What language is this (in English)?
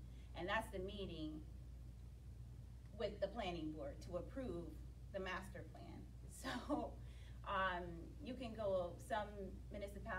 English